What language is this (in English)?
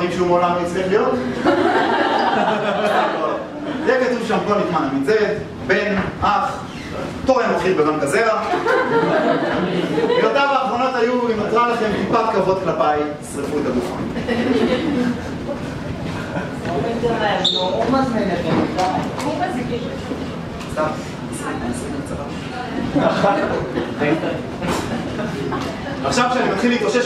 Hebrew